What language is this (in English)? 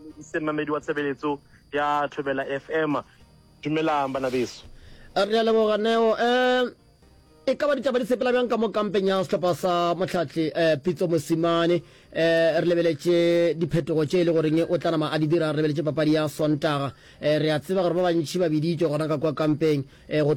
Northern Sotho